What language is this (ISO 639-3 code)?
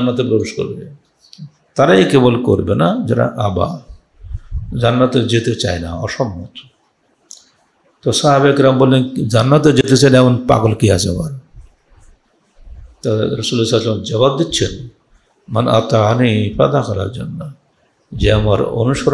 ben